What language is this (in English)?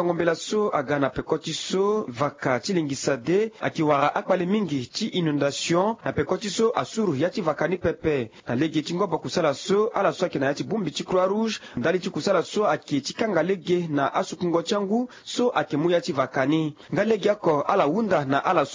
Sango